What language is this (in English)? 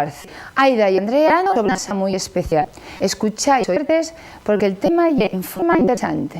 Asturian